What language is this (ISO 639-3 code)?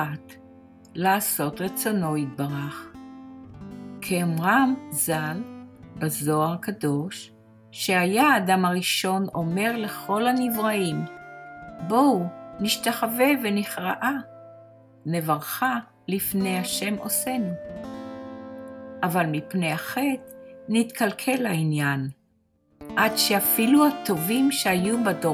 heb